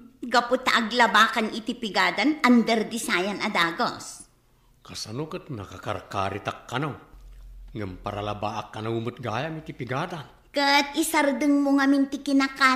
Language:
Iloko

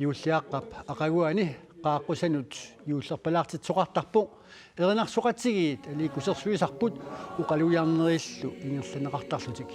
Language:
Kalaallisut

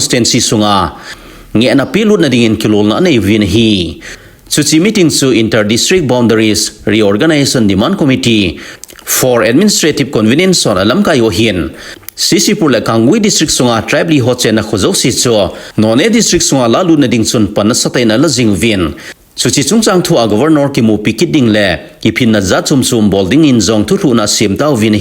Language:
Thado Chin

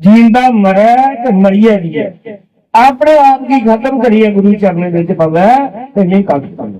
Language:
Dogri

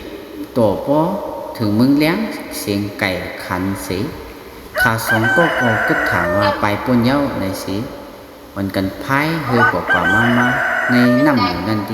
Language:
Shan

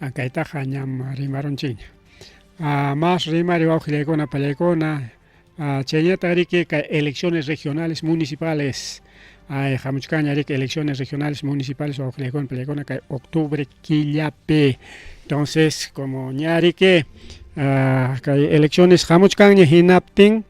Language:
Ayacucho Quechua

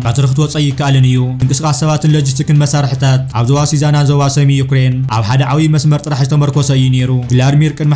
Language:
Tigrinya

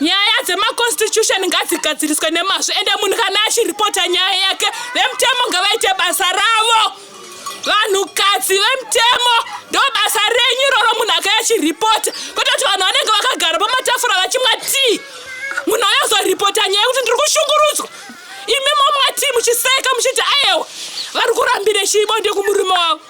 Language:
Shona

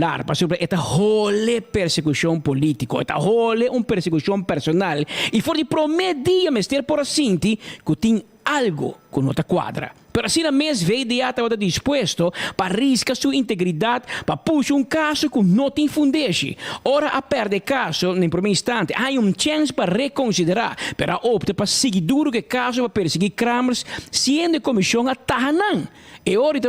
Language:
Papiamento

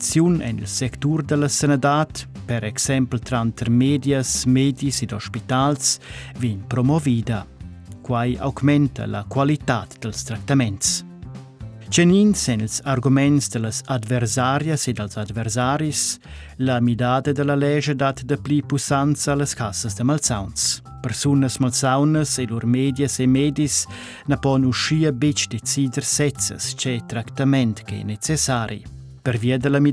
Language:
Romansh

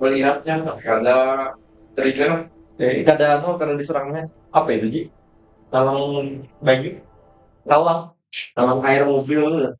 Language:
Banjar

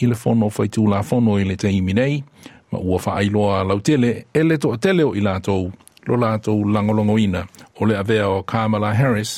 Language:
Samoan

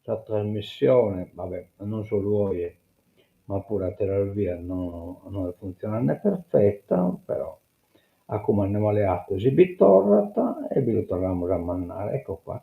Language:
Sardinian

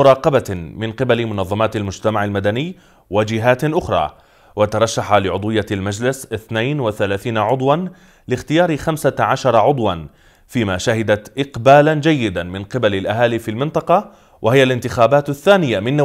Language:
Arabic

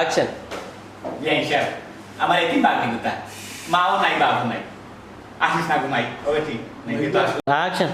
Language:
Sylheti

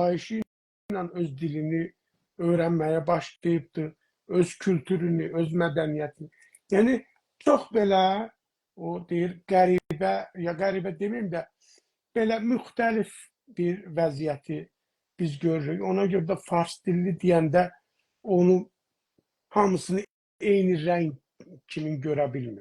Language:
South Azerbaijani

